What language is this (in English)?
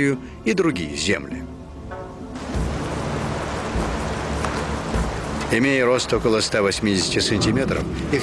Russian